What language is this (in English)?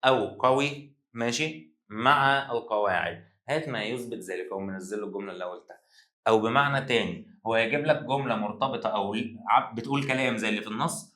Egyptian Arabic